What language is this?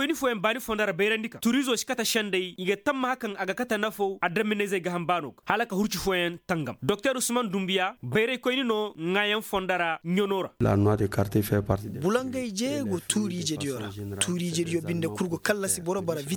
Koyraboro Senni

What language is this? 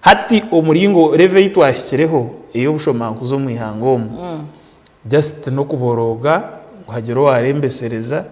Nyankole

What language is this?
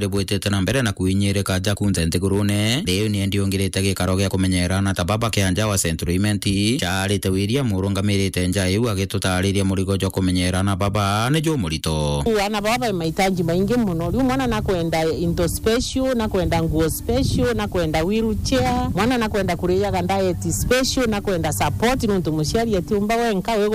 Meru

